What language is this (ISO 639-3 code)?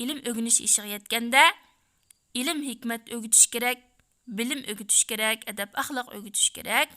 uig